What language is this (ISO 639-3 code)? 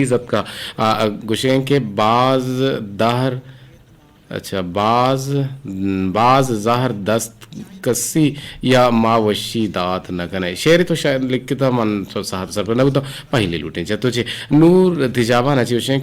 bgp